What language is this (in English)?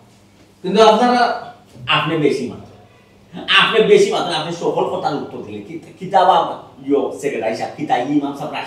Sylheti